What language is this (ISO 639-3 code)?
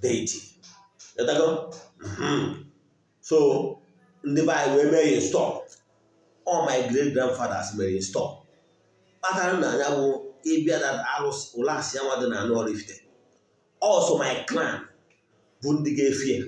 ibo